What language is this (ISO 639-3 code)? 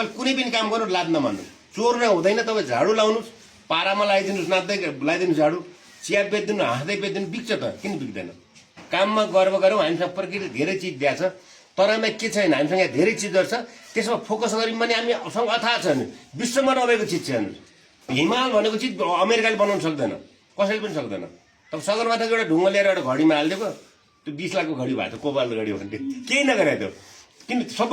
nep